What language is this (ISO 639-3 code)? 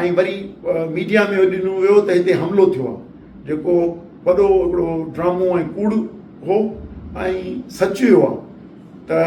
snd